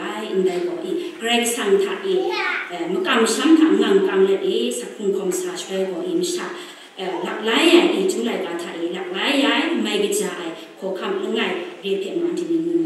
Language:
Kachin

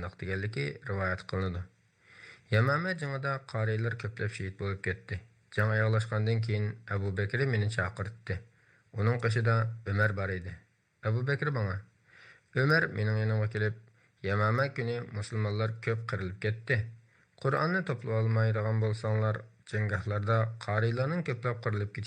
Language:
Uyghur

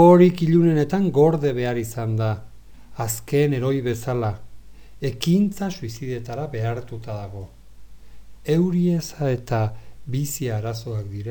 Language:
Basque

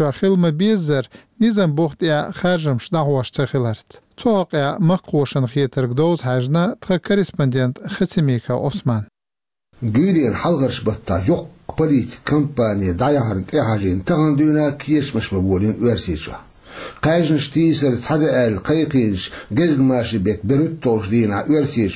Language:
Chechen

